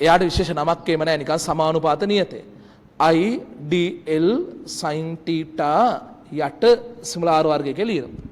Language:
Sinhala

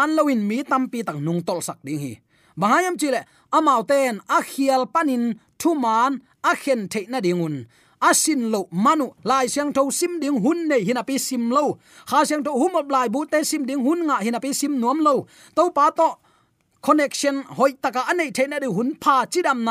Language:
Tedim Chin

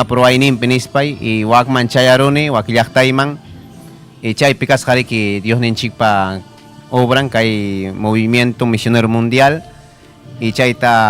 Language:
Ayacucho Quechua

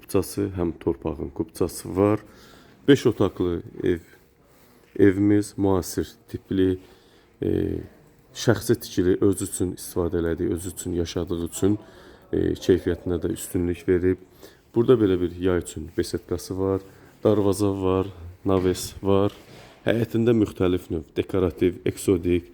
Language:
Azerbaijani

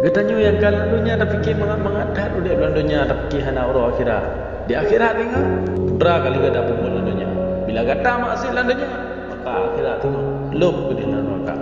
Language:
Achinese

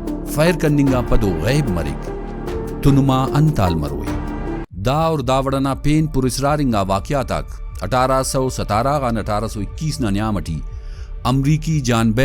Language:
Brahui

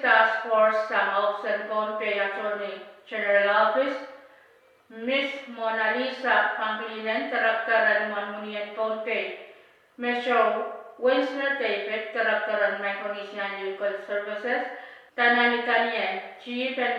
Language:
Pohnpeian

